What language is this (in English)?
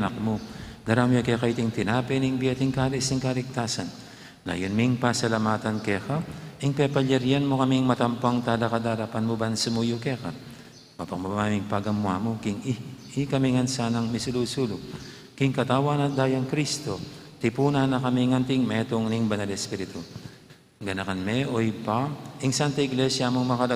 Pampanga